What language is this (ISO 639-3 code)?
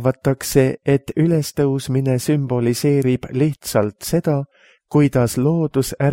est